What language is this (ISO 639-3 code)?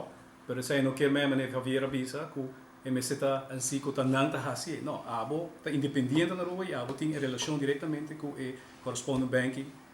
pap